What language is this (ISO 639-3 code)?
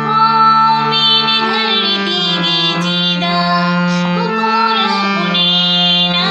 sat